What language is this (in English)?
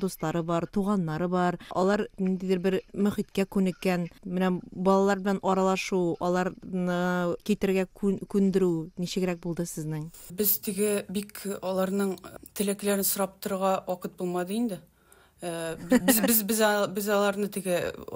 Tatar